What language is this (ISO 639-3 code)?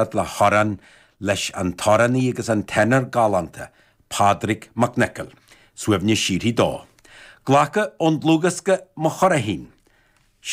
gle